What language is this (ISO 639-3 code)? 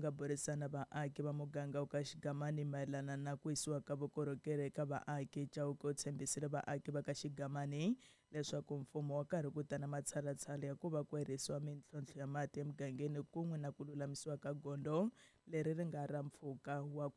tso